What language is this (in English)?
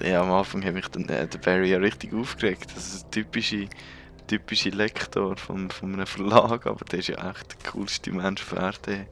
Swiss German